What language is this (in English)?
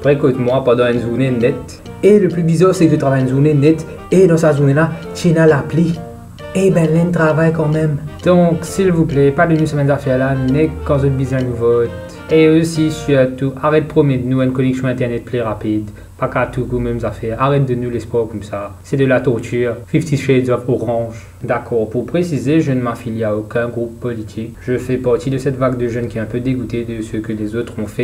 Morisyen